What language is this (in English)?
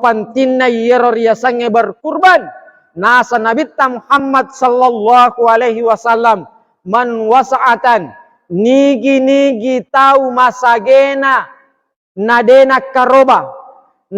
Buginese